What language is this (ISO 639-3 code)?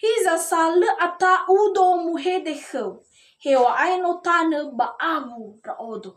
nia